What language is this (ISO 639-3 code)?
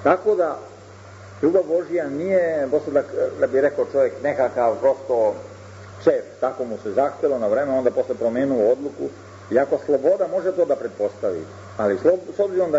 srp